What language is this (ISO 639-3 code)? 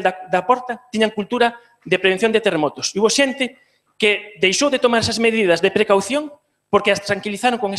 glg